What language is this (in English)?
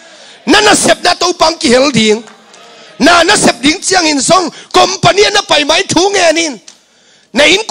Tedim Chin